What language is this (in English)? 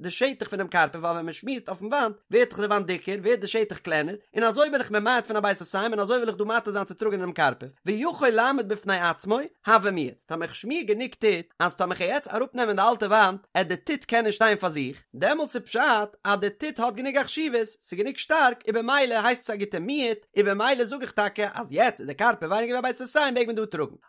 Yiddish